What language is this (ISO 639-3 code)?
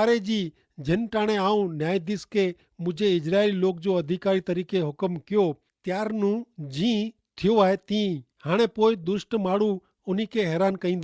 kfr